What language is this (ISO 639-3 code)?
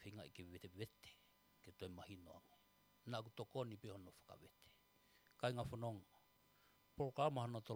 ton